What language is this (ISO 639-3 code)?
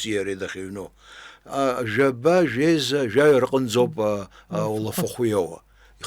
abk